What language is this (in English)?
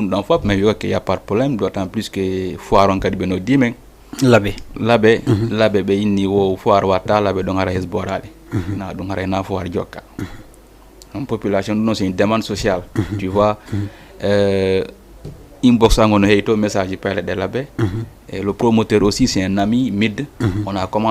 Fula